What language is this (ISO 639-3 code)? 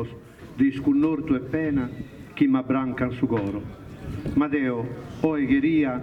srd